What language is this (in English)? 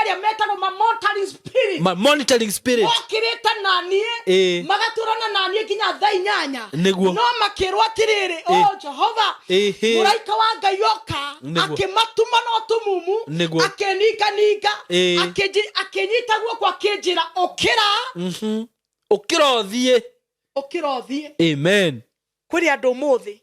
Kikuyu